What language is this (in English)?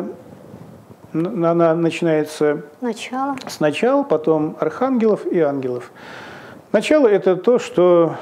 Russian